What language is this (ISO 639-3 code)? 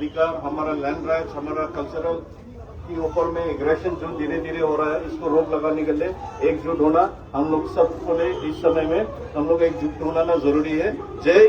mjw